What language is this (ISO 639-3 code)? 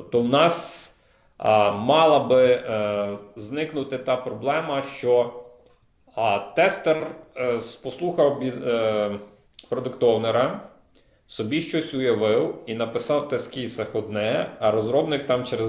ukr